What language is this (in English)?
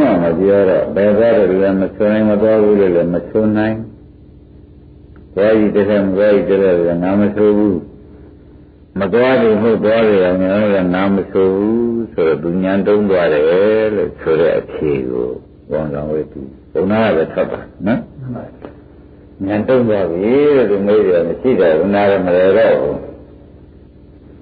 Burmese